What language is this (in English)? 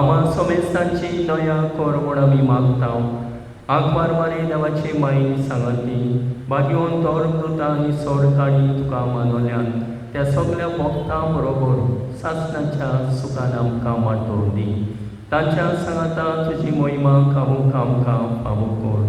Konkani